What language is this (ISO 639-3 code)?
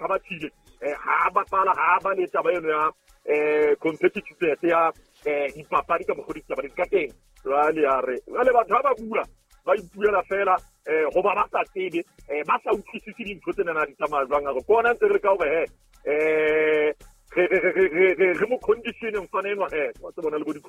sot